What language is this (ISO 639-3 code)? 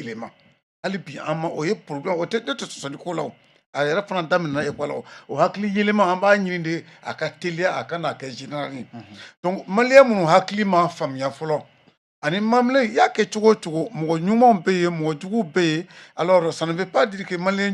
bam